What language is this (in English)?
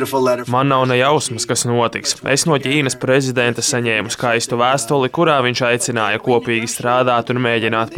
Latvian